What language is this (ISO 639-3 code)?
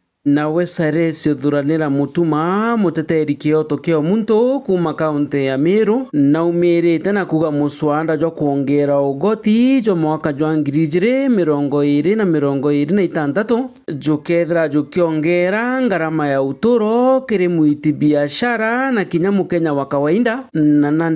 mer